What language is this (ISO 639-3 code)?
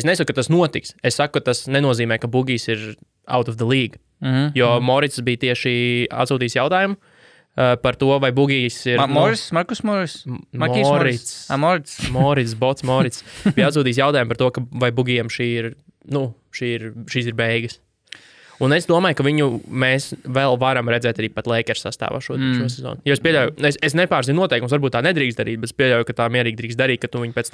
lav